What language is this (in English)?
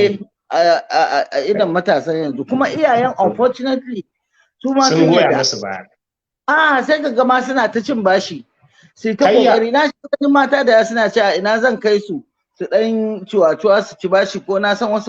Hausa